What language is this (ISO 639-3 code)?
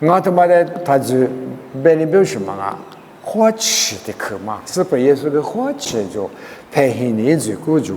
lis